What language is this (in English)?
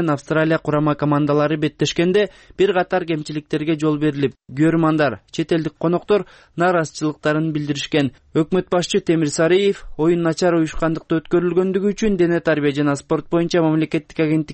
Kyrgyz